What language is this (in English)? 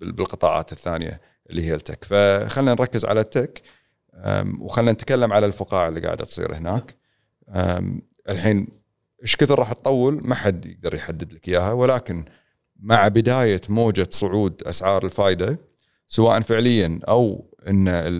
Gulf Arabic